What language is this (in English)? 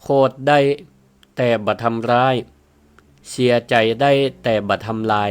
Northern Thai